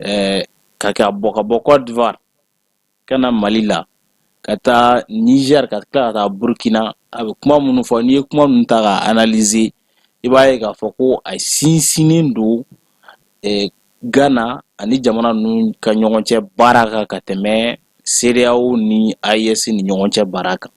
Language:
Bambara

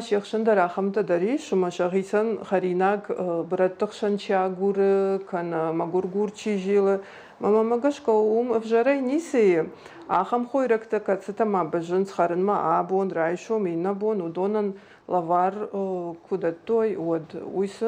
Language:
Ossetic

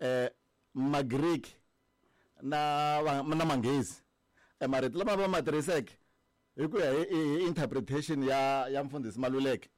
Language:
Tsonga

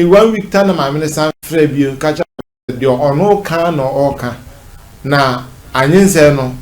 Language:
Akan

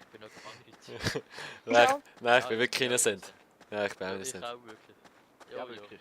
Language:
Swiss German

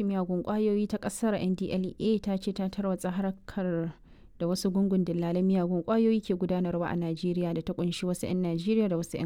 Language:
Hausa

